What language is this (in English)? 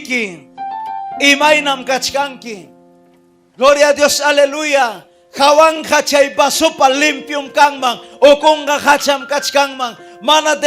Ayacucho Quechua